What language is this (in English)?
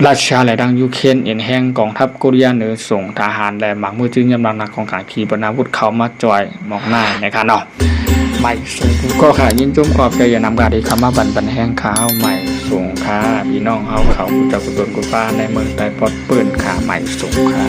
Shan